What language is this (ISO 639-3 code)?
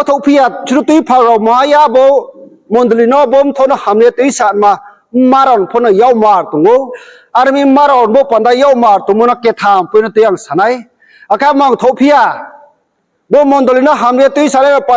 ria